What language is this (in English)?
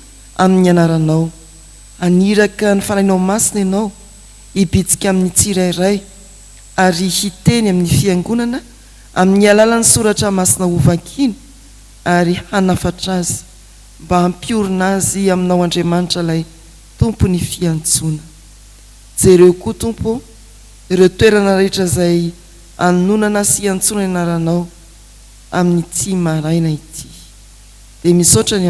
Malagasy